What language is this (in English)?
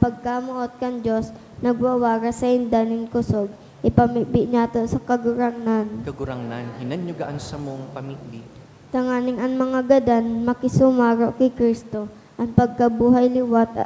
Bikol